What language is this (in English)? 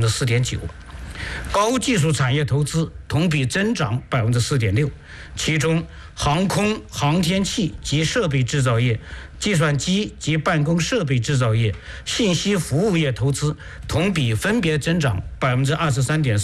Chinese